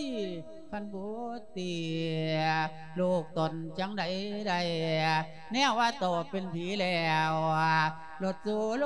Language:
Lao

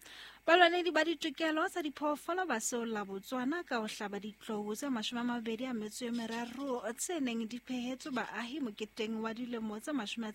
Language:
Southern Sotho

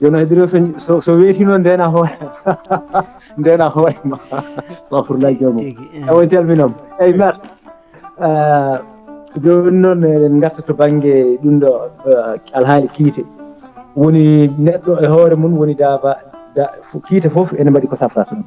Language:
Fula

